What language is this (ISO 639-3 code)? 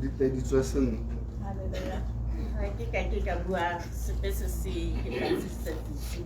tsn